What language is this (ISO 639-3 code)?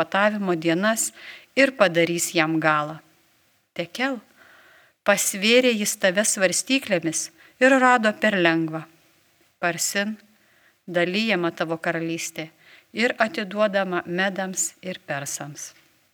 lit